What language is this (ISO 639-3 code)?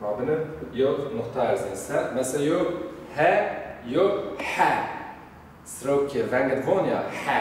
zza